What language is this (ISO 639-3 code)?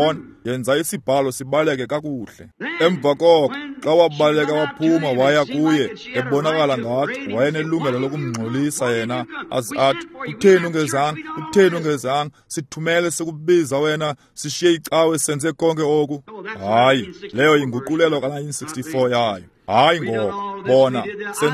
xho